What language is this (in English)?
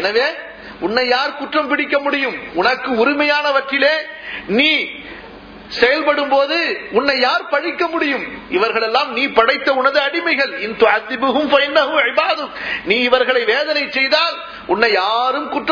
Tamil